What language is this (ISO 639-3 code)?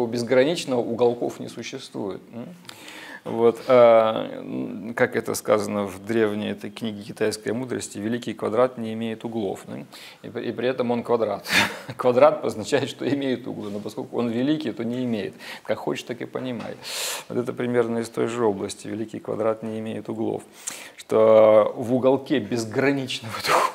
rus